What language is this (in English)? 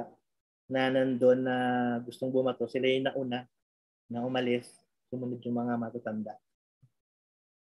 Filipino